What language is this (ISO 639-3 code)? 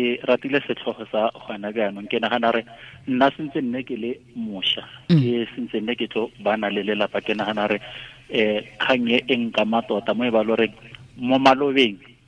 tsn